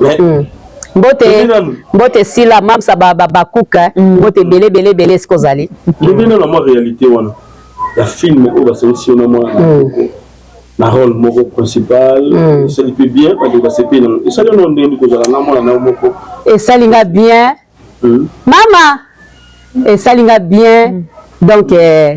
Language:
Lingala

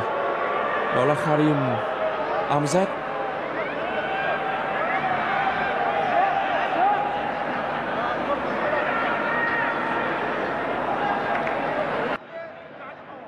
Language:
Vietnamese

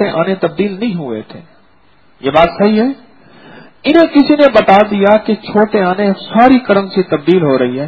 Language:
Urdu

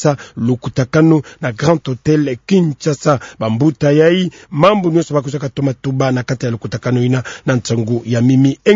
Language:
Kituba (Democratic Republic of Congo)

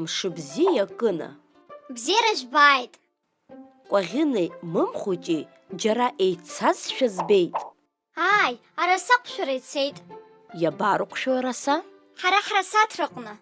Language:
Abkhazian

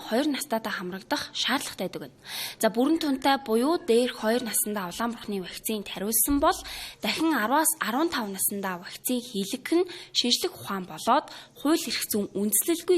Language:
Mongolian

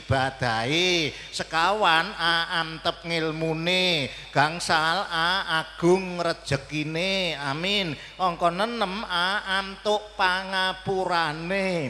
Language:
Javanese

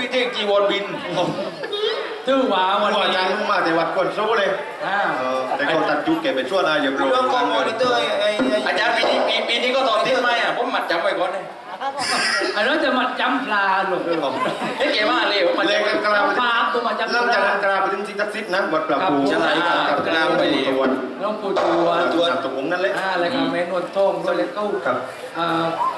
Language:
Thai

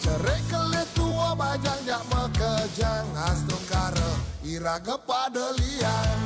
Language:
Balinese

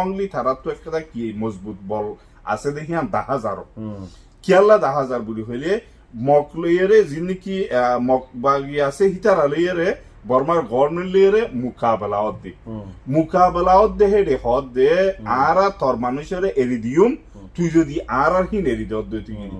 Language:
Rohingya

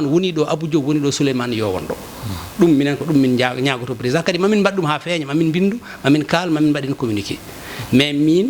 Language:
Fula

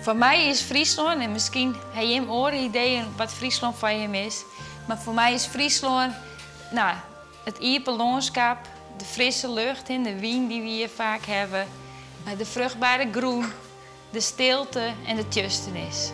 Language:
Western Frisian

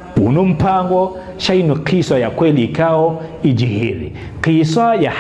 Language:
Ngazidja Comorian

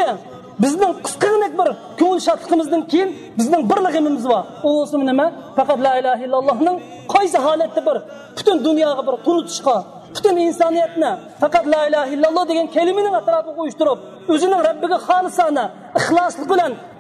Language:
Uyghur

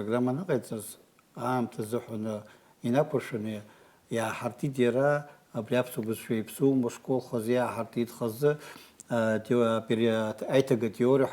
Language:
Abkhazian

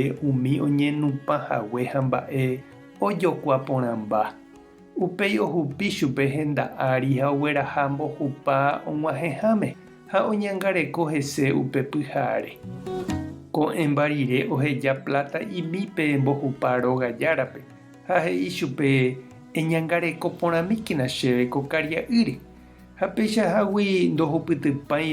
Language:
Guarani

